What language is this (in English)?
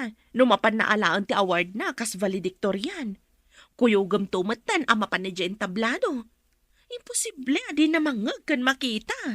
Iloko